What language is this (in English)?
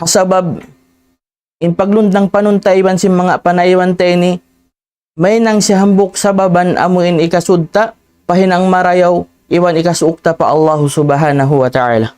Tausug